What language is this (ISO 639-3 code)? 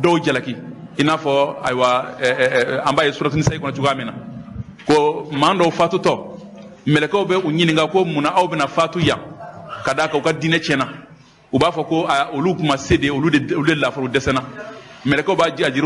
bam